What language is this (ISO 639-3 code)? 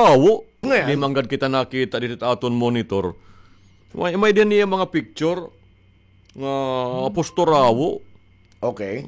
war